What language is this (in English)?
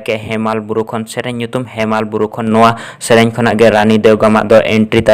Santali